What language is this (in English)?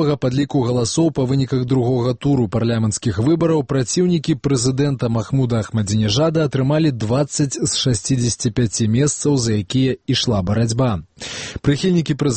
Belarusian